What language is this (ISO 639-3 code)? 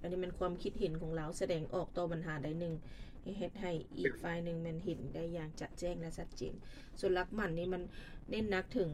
lao